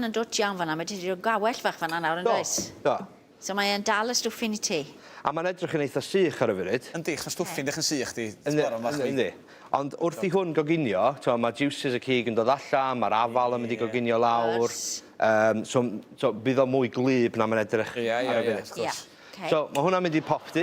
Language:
Welsh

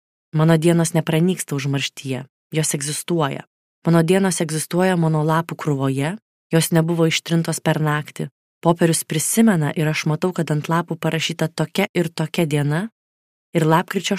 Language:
Lithuanian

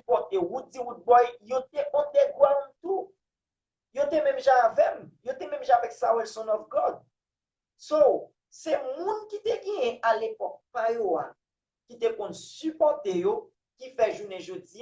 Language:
Haitian Creole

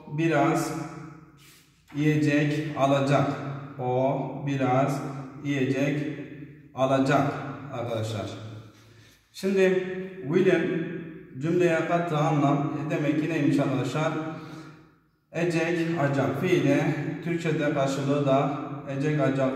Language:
Turkish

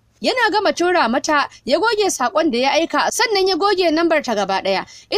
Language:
Hausa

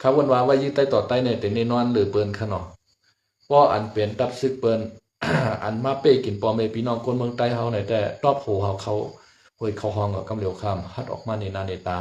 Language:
Shan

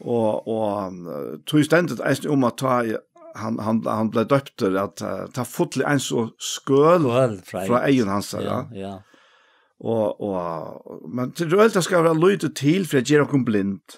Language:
Faroese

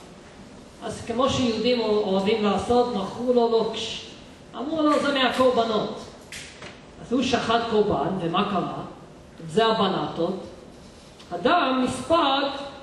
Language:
Hebrew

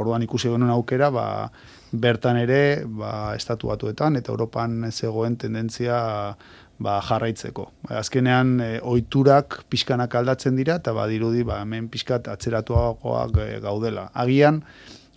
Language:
Basque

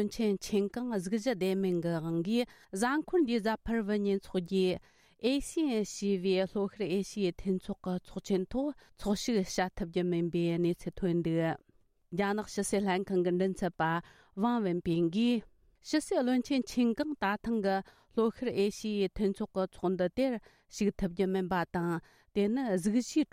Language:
Tibetan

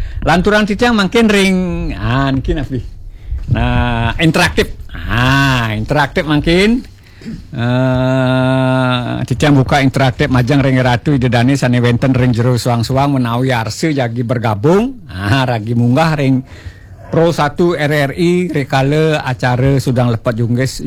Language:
Balinese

